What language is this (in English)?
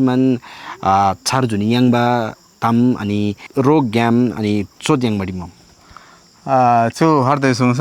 Eastern Tamang